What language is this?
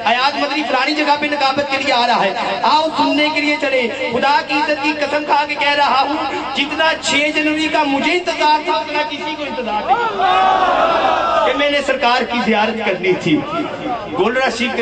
Urdu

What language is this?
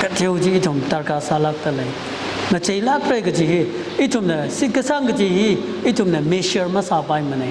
Tangkhul Naga (India)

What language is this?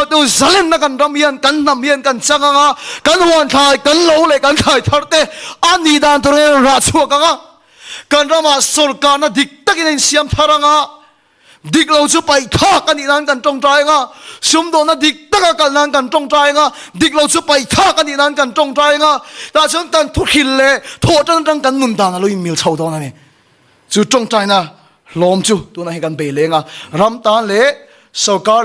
Mizo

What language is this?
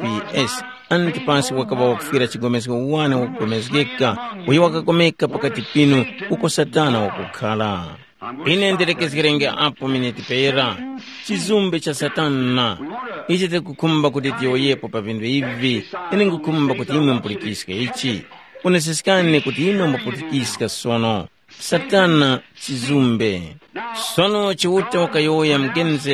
Tumbuka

